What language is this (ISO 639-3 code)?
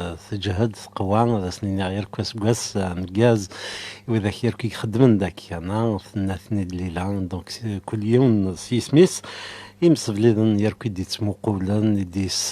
kab